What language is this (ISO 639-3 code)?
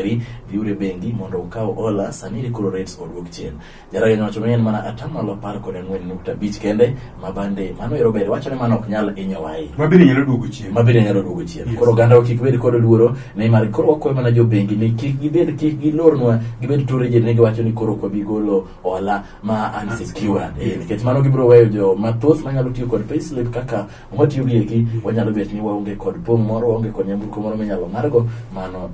luo